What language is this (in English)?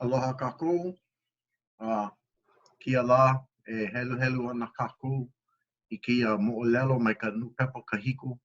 Hawaiian